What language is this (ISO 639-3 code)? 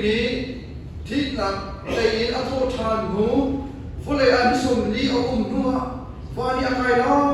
cnh